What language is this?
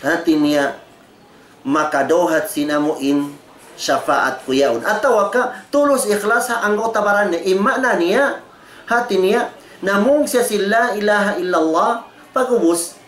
Tausug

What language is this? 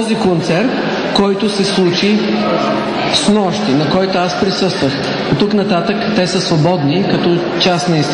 Bulgarian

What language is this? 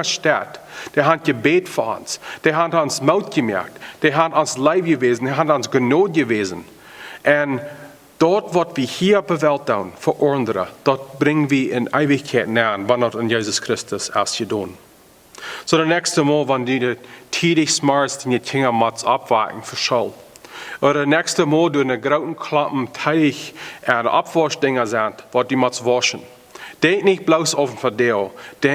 Plautdietsch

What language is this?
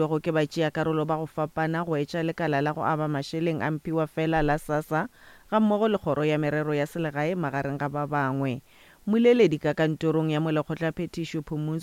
Northern Sotho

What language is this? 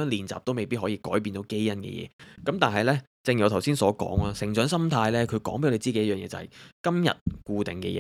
Cantonese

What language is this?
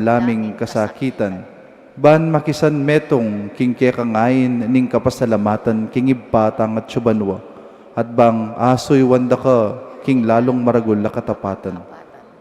Pampanga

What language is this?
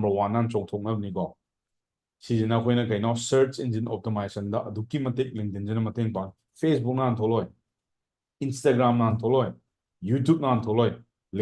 Manipuri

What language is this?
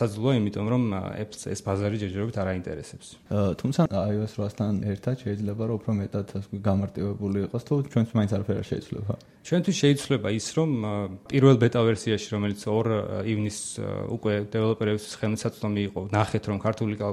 Georgian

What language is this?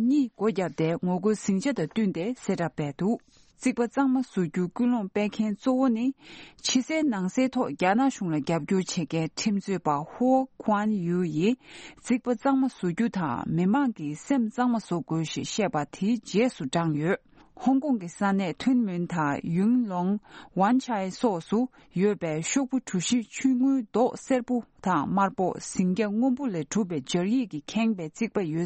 Tibetan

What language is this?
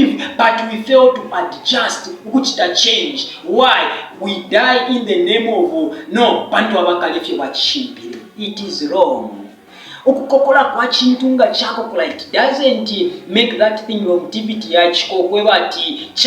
Bemba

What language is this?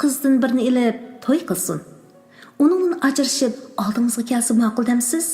Uyghur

